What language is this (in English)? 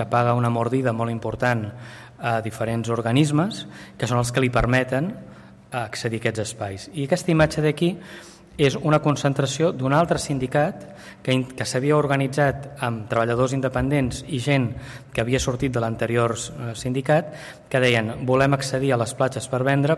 Catalan